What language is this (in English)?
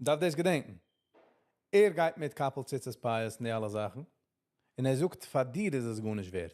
Yiddish